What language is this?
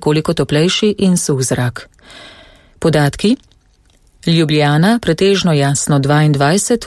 Slovenian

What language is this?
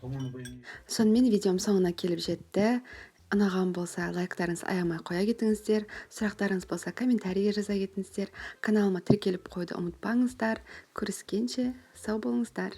Kazakh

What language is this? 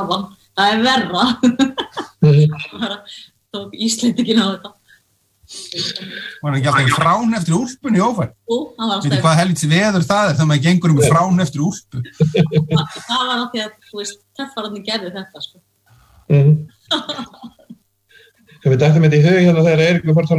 Icelandic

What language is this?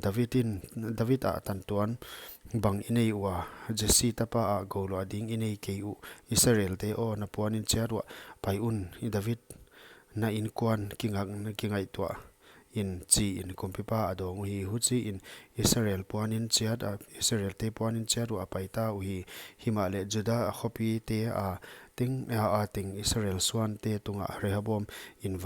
Paite Chin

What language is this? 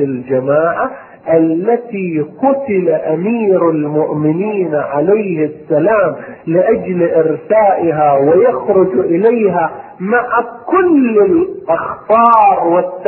Arabic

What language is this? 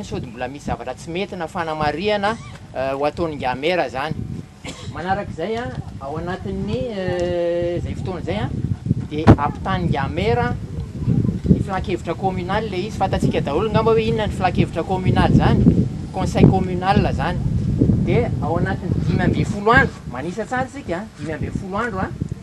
Malagasy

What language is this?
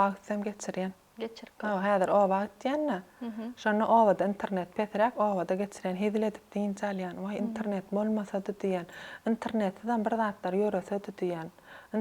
Turkmen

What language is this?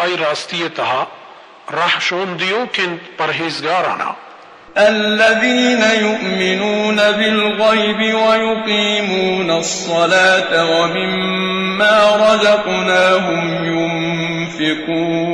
Baluchi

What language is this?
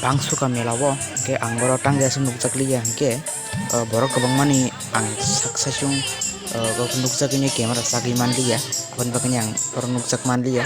Kok Borok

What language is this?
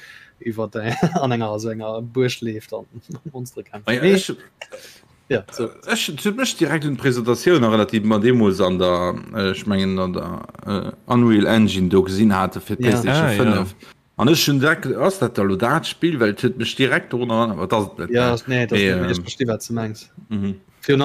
Luxembourgish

